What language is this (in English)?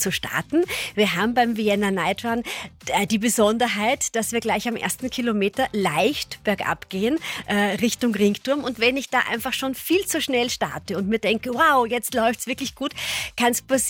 German